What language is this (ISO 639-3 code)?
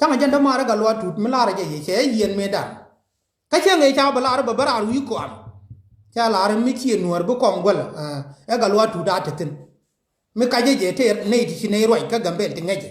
nus